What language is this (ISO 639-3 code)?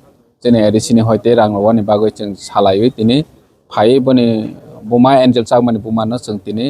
trp